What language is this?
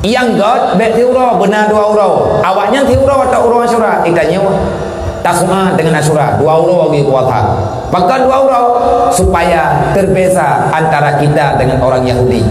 Achinese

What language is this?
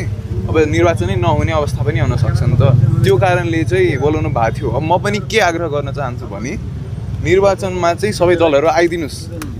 Nepali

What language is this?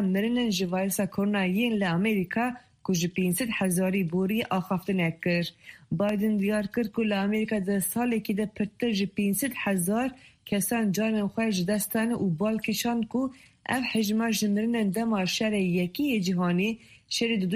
Kurdish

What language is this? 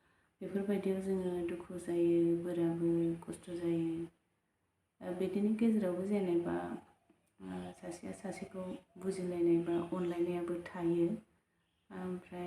Bodo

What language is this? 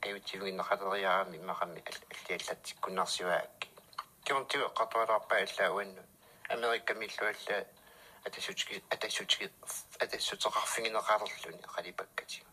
Kalaallisut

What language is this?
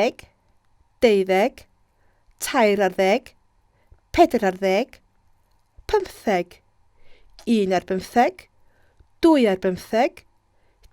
Welsh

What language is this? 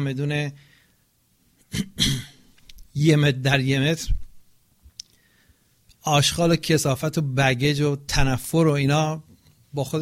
Persian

